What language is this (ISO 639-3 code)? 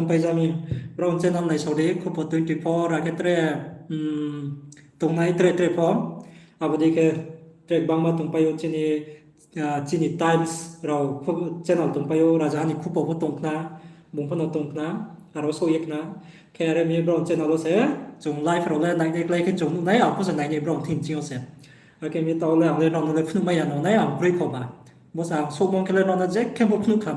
ria